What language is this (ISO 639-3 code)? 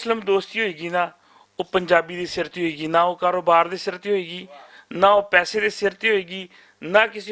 lah